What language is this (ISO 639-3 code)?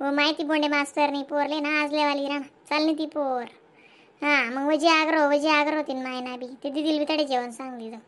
khn